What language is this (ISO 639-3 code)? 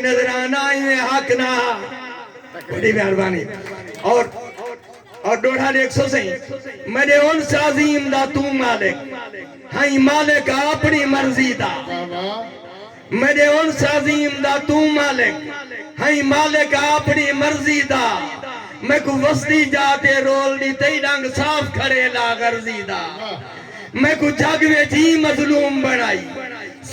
skr